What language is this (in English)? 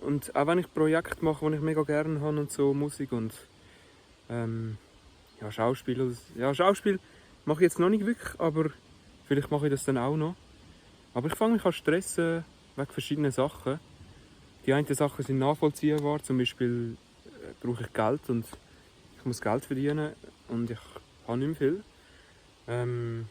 Swiss German